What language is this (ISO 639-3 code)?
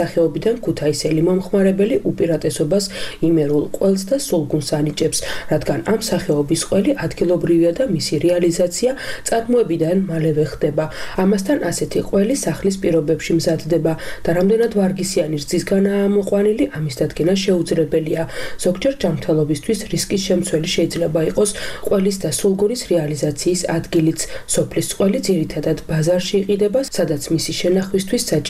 kat